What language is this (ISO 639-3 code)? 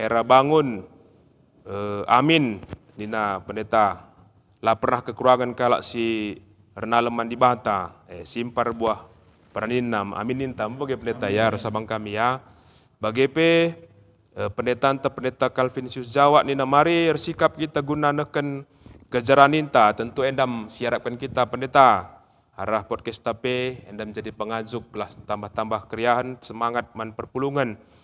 btx